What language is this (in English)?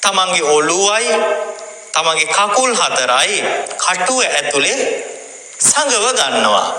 Sinhala